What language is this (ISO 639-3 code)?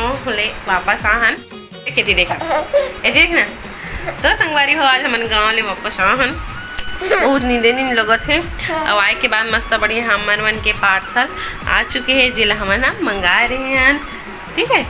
hne